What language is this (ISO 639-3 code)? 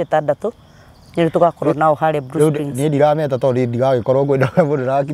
kik